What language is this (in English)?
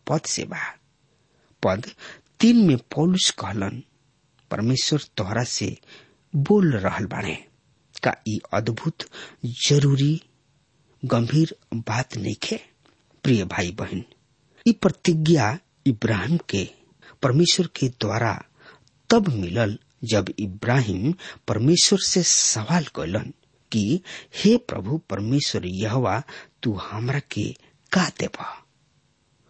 Bhojpuri